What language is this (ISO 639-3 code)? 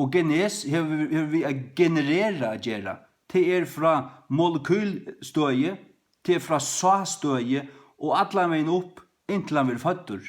fao